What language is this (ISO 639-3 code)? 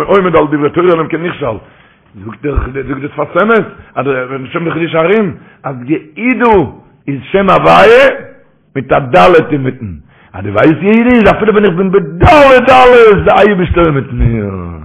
yid